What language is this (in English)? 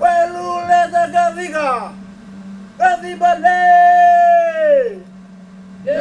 Fijian